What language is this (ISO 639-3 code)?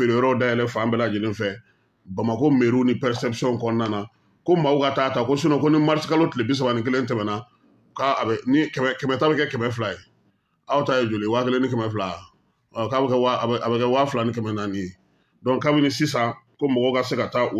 bam